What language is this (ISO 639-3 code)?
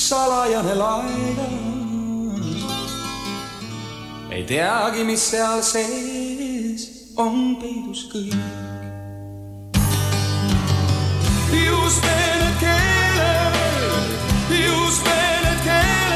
est